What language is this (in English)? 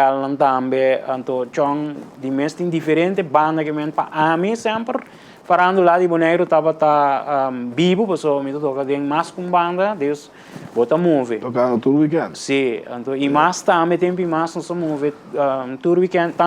Papiamento